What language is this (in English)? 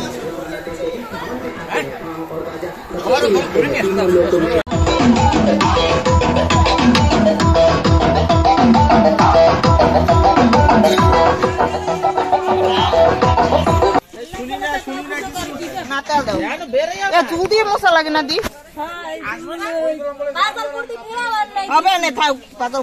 Bangla